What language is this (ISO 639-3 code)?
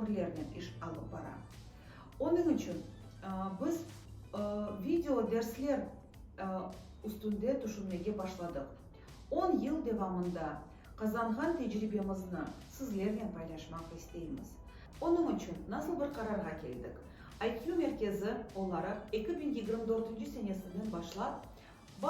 crh